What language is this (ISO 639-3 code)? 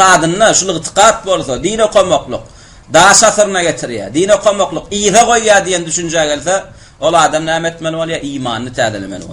tuk